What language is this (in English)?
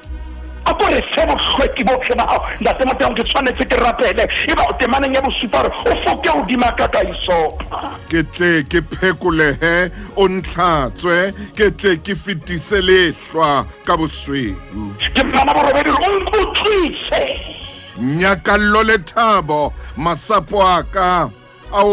Southern Sotho